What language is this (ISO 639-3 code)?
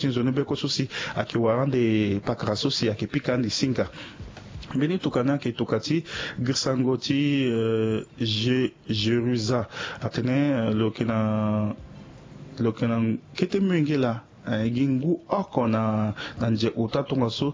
sag